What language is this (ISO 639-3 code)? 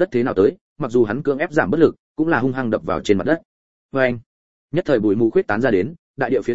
vie